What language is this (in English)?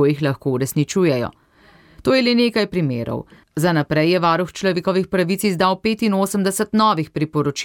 Slovenian